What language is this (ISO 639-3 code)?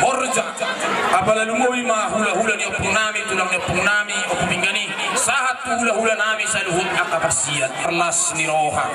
bbc